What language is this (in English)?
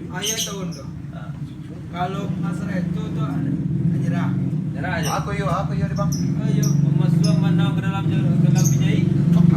Minangkabau